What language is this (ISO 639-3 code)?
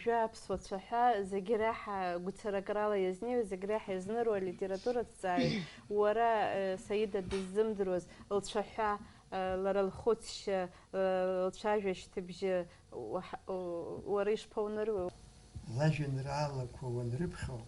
abk